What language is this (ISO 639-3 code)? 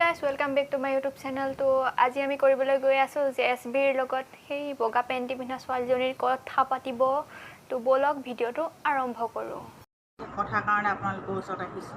asm